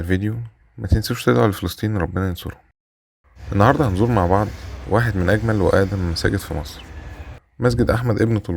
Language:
Egyptian Arabic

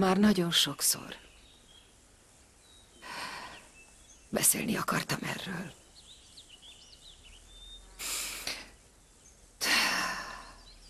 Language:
Hungarian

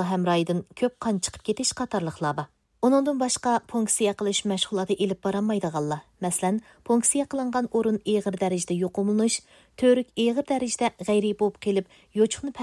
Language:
Uyghur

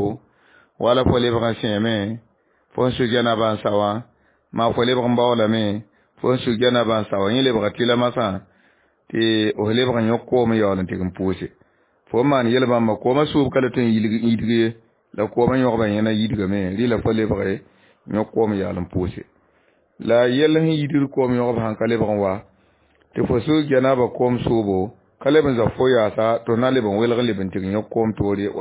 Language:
Mossi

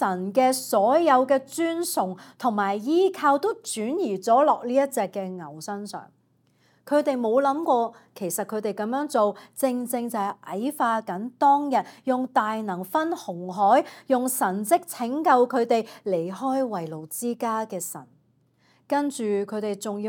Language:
Cantonese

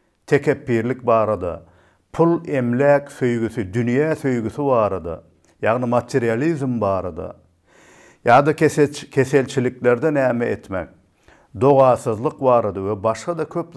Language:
Turkmen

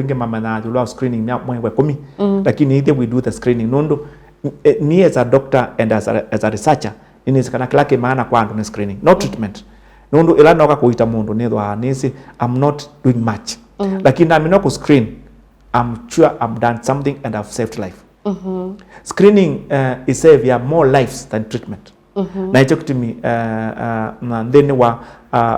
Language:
Kamba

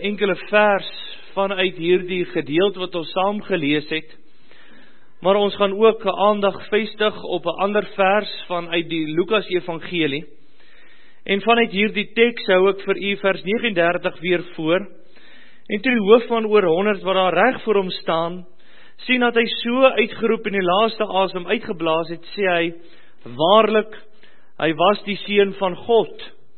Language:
Afrikaans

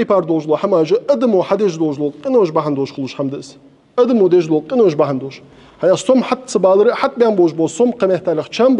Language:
Ingush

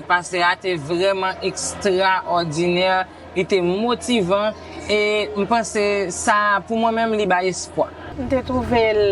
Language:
Haitian Creole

